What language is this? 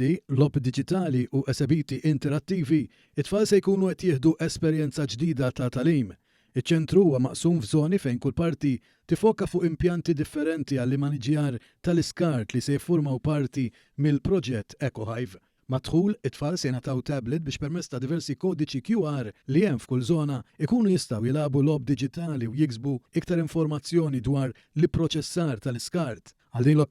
Maltese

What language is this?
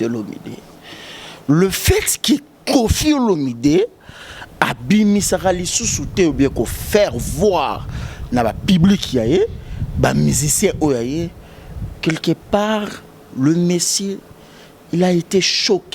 Lingala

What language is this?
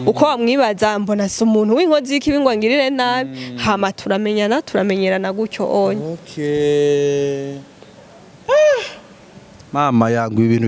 Rundi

